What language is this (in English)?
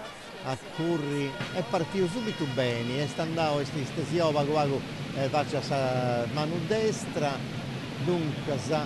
Sardinian